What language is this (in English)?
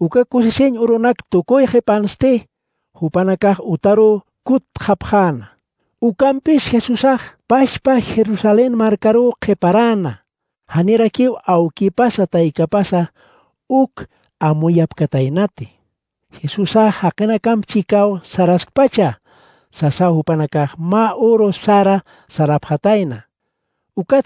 Aymara